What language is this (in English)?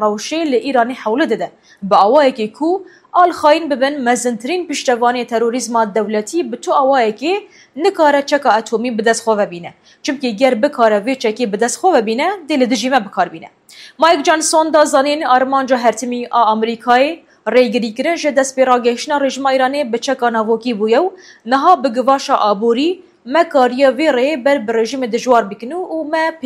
Kurdish